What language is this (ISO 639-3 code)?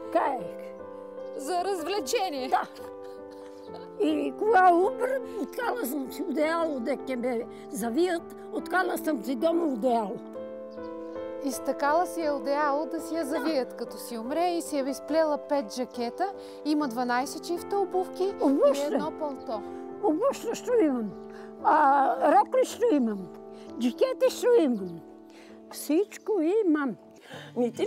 bul